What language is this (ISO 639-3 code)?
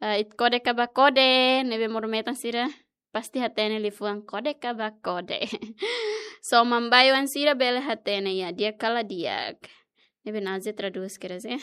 tet